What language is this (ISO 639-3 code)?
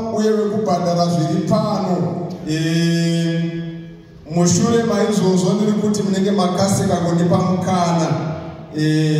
sna